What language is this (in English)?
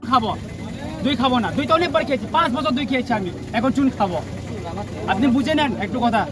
Riang (India)